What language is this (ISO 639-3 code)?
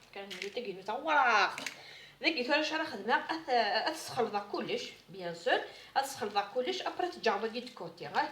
kab